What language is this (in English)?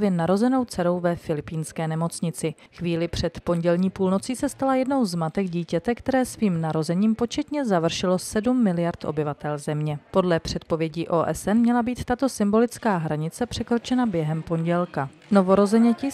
Czech